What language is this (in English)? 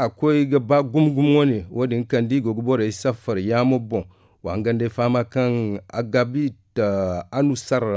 Zarma